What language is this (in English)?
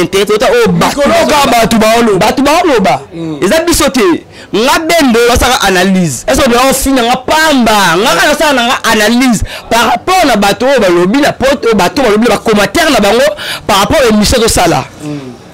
Lingala